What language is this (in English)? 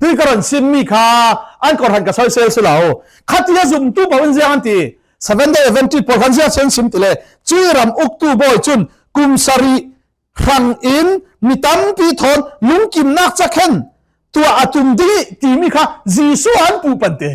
Falam Chin